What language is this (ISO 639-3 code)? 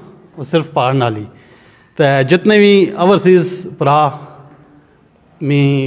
phr